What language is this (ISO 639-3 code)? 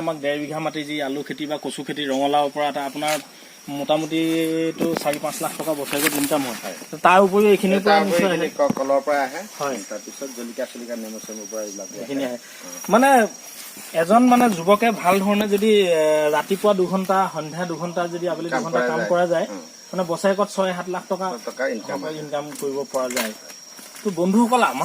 asm